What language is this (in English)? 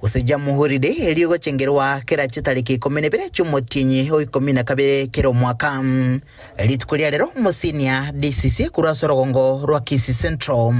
Gusii